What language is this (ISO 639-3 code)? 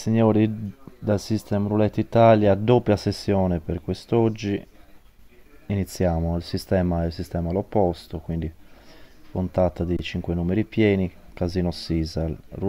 ita